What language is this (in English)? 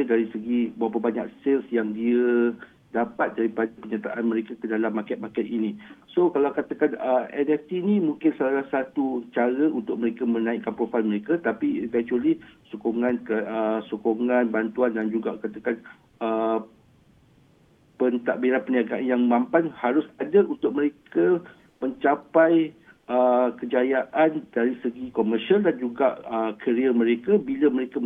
Malay